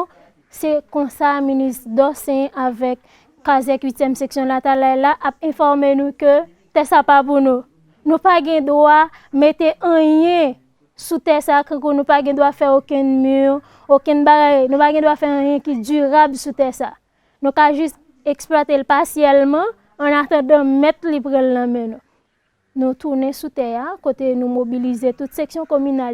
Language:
Haitian Creole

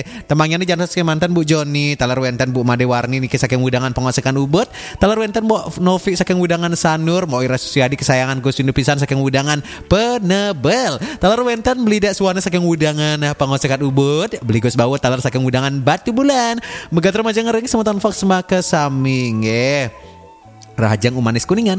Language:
Balinese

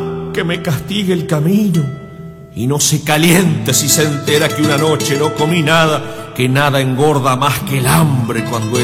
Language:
Spanish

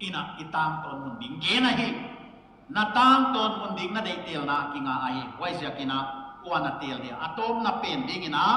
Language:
Paite Chin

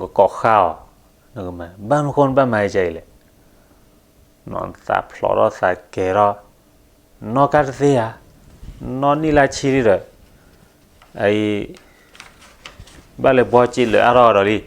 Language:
S'gaw Karen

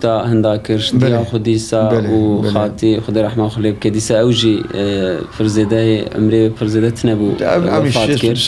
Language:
Kurdish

